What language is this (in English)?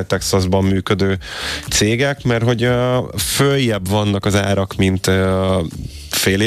Hungarian